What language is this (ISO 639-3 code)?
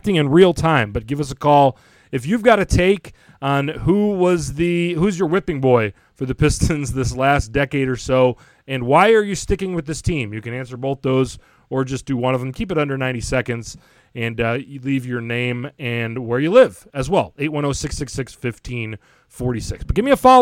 eng